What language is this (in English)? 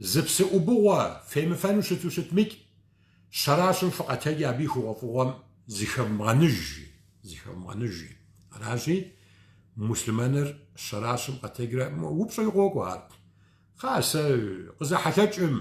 Kabardian